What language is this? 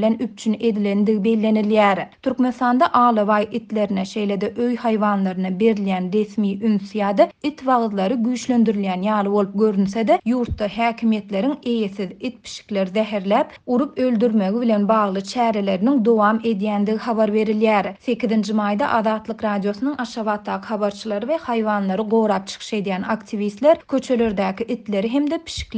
Turkmen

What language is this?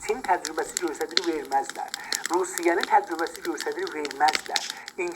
South Azerbaijani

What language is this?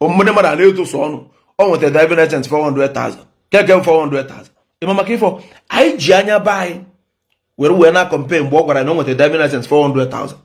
Igbo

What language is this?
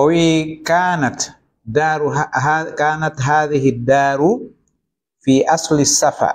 Fula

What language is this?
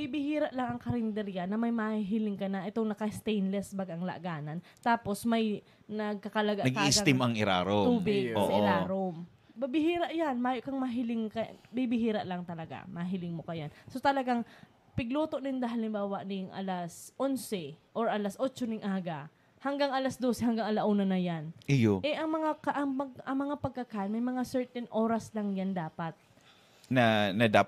Bikol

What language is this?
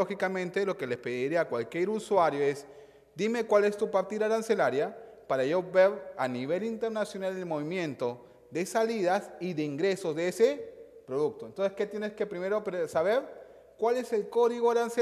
Spanish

